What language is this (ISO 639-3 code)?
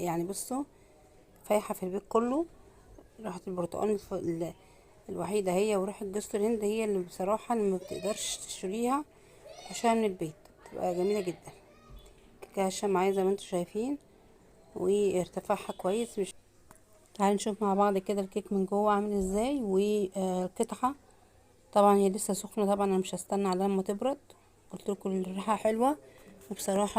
arz